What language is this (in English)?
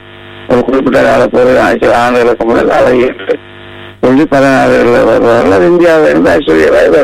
Tamil